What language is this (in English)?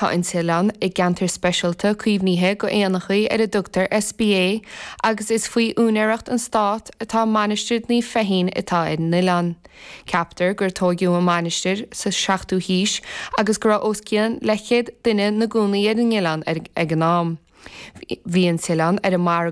Irish